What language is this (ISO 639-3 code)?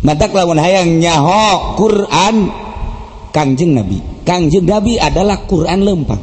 sun